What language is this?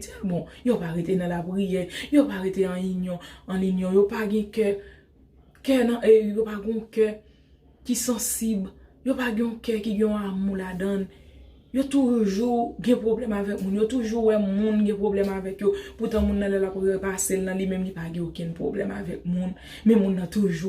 Haitian Creole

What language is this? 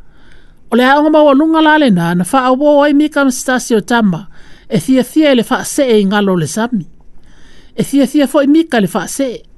Samoan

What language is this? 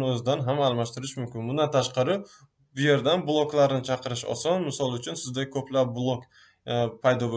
Uzbek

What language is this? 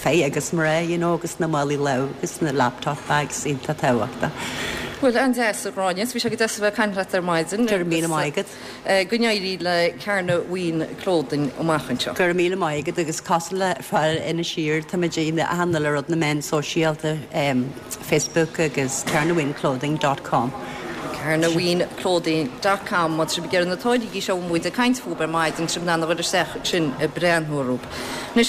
Irish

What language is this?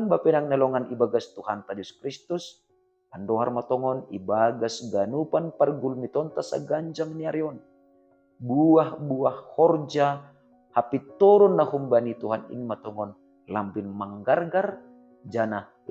Batak Simalungun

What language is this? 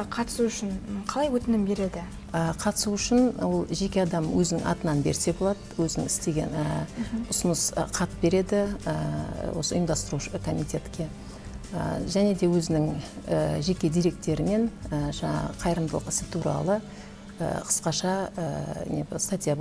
Kazakh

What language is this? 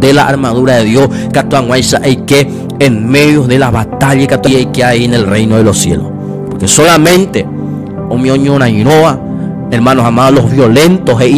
Guarani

